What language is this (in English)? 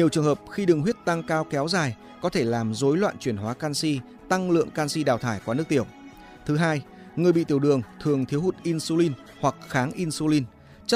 Vietnamese